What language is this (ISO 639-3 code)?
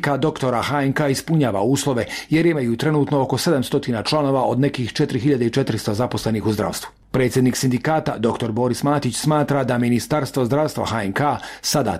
hrv